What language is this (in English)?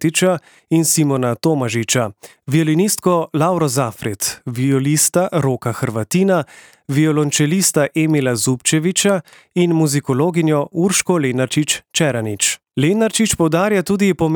Slovenian